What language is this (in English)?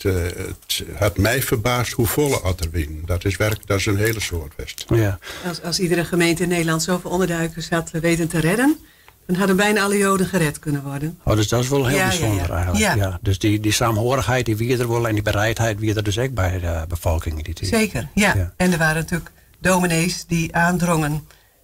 Western Frisian